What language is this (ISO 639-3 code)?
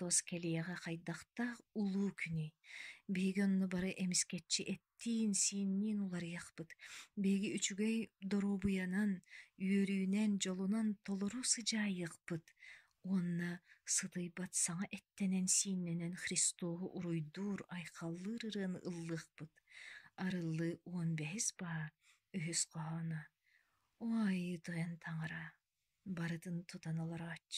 sah